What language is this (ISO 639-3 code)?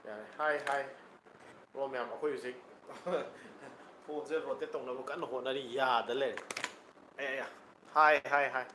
mni